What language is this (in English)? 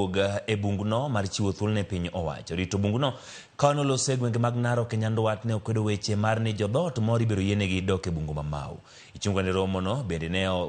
Luo (Kenya and Tanzania)